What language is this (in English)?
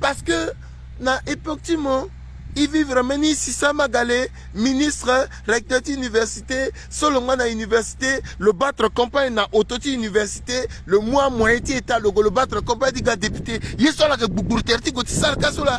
Sango